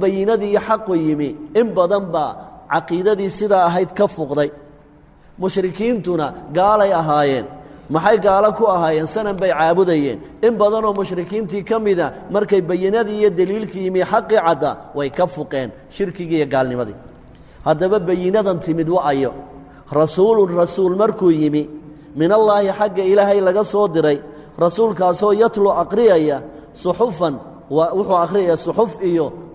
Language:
Somali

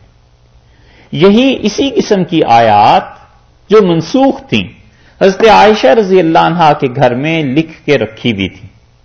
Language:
Urdu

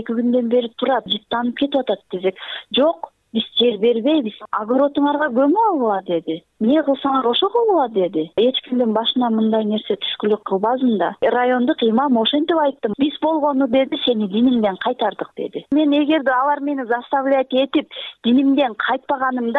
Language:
Kyrgyz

